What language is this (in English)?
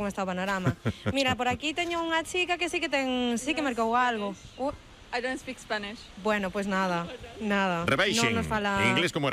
Galician